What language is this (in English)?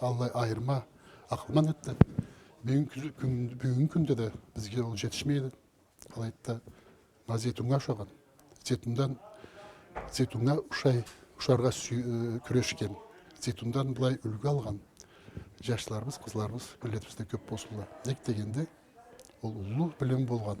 Karachay-Balkar